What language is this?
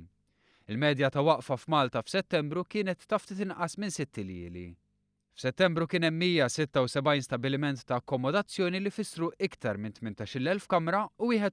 Maltese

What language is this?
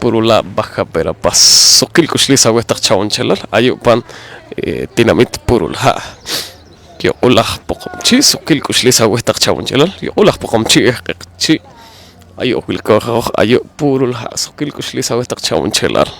Poqomchi'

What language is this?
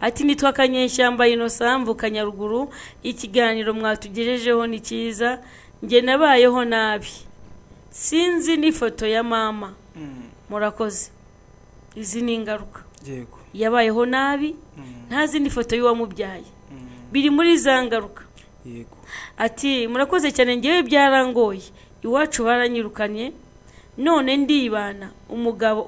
Kinyarwanda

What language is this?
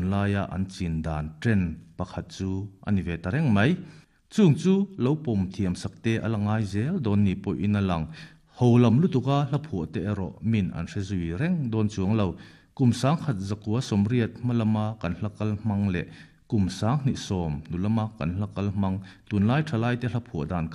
Mizo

